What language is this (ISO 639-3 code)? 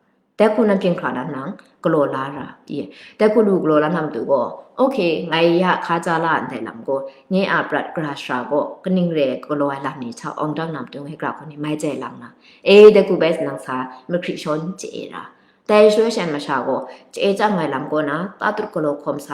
kac